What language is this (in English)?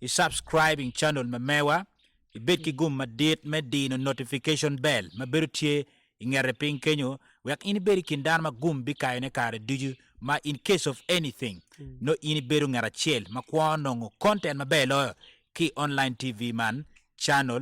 Acoli